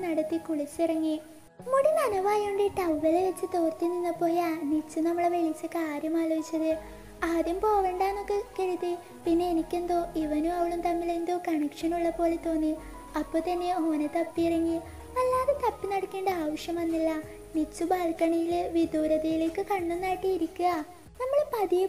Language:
Malayalam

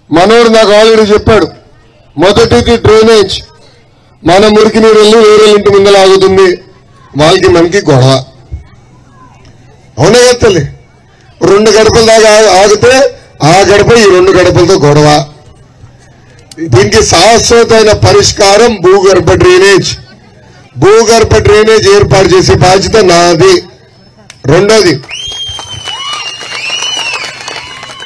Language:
Telugu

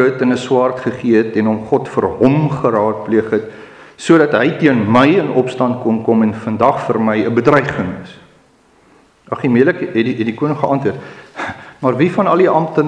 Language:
Afrikaans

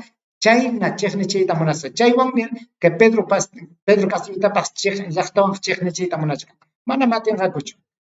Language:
Ayacucho Quechua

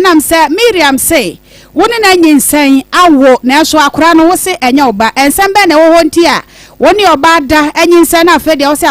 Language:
Akan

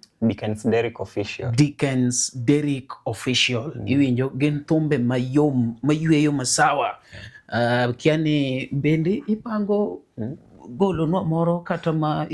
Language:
Luo (Kenya and Tanzania)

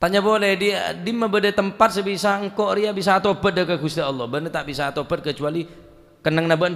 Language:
Madurese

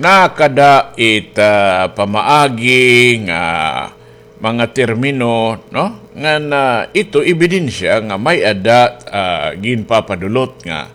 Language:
Waray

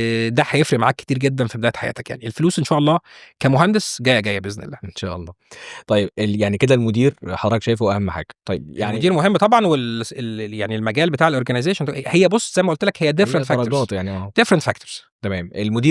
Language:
Egyptian Arabic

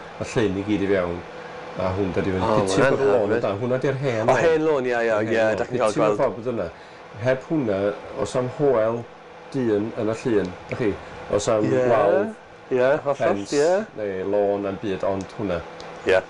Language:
Welsh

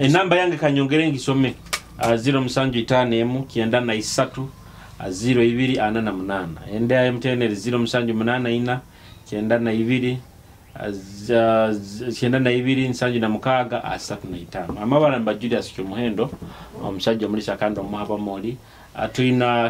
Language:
Nyoro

